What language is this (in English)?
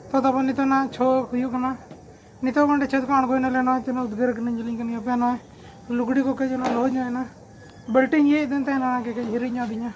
Santali